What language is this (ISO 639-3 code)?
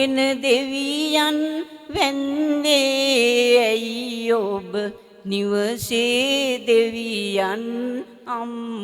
sin